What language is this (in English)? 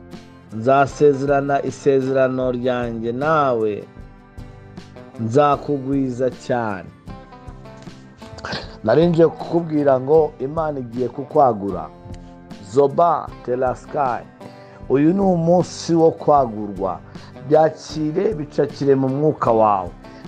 Kinyarwanda